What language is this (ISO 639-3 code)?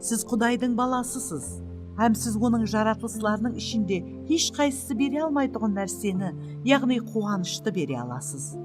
kaa